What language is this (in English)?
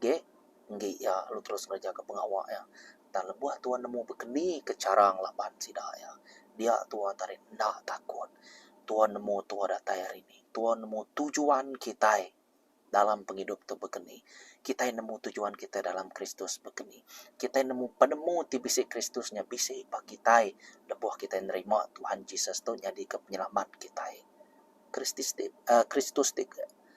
Iban